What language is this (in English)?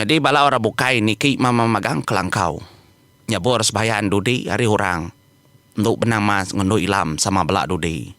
Iban